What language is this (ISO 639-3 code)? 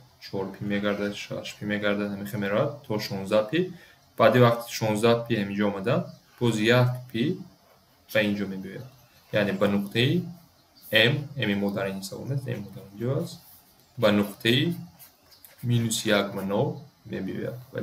tgk